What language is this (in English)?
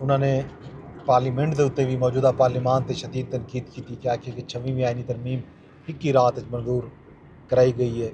Saraiki